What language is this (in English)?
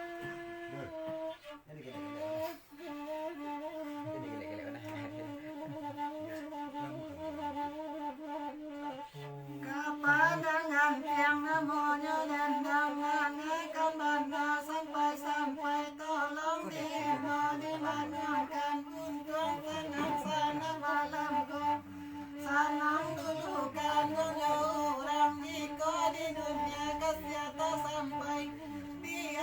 Minangkabau